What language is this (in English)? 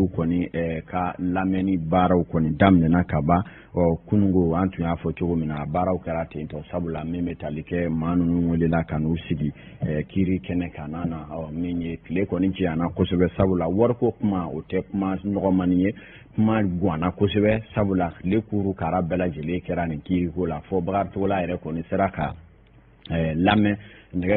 Bambara